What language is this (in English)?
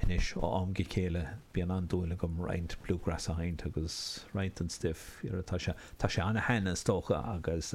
Irish